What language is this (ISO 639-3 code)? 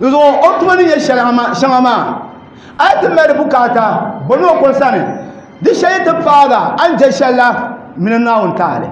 dag